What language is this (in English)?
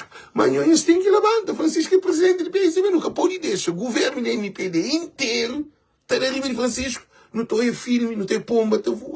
Kabuverdianu